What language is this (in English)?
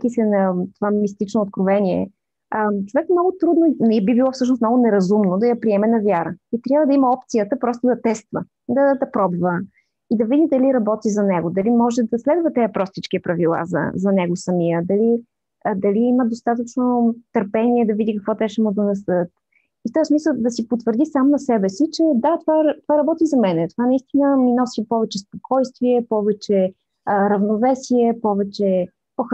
Bulgarian